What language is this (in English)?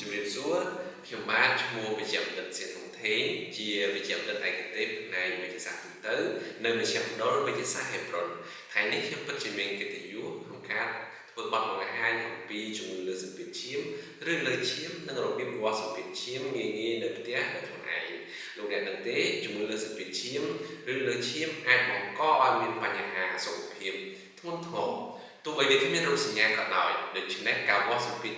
Khmer